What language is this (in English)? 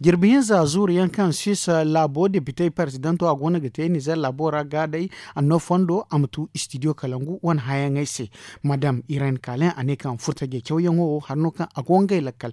Zarma